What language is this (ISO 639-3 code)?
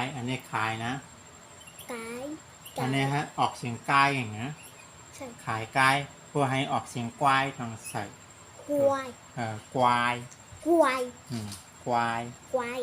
shn